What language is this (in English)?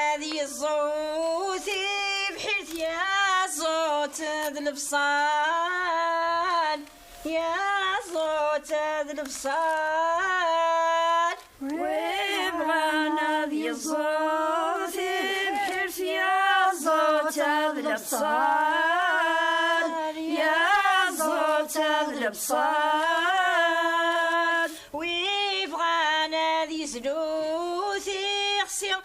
Kabyle